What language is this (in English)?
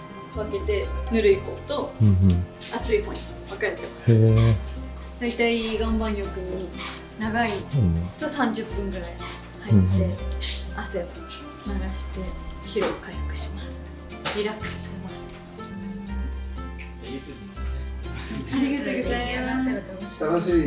Japanese